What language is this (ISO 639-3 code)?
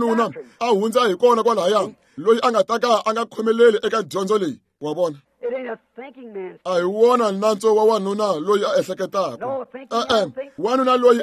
tso